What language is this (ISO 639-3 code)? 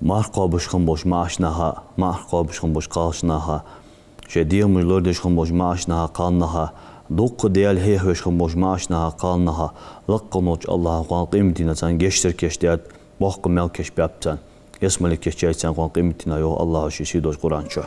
inh